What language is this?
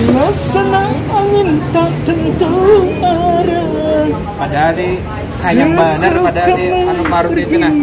Banjar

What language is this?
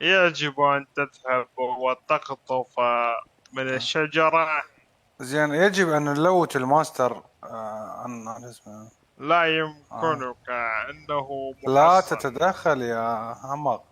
Mesopotamian Arabic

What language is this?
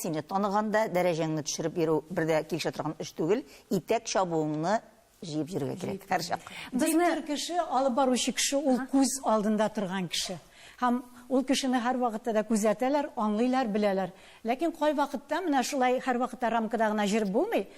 Tatar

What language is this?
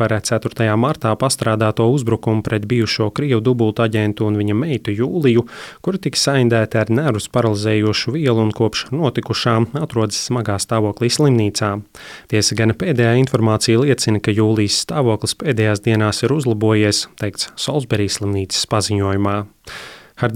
Latvian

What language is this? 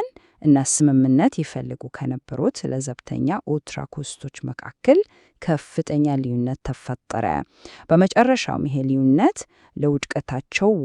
Amharic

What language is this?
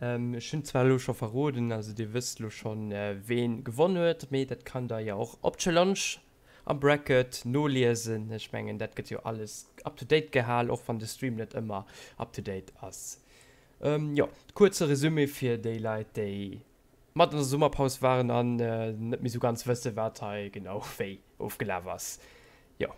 Luxembourgish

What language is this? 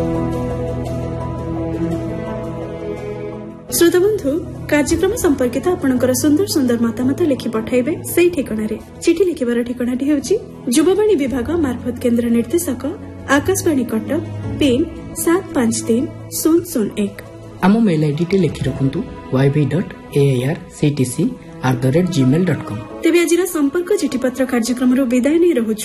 Odia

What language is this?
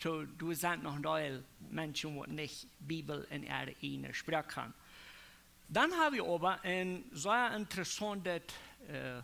Plautdietsch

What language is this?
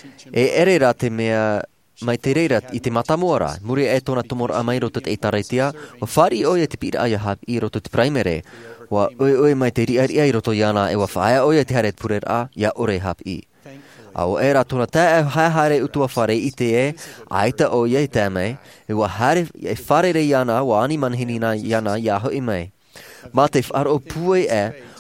Tahitian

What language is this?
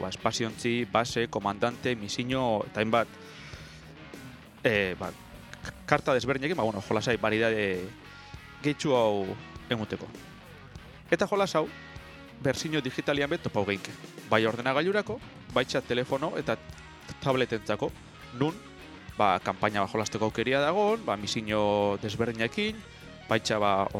Basque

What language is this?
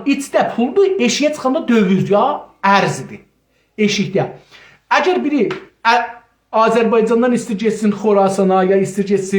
South Azerbaijani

